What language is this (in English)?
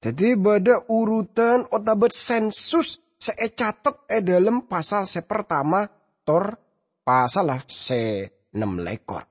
Madurese